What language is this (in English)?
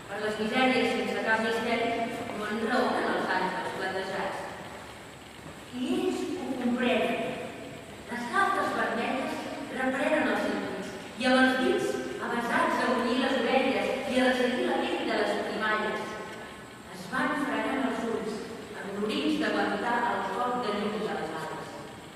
Catalan